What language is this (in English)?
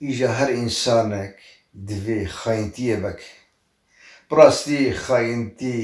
Kurdish